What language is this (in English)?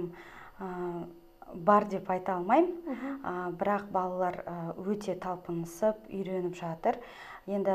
Kazakh